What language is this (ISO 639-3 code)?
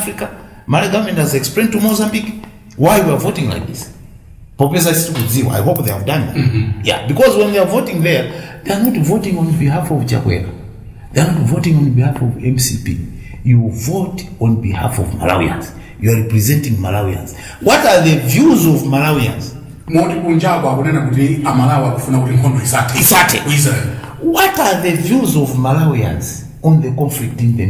nya